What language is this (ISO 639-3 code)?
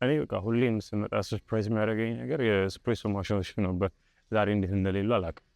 amh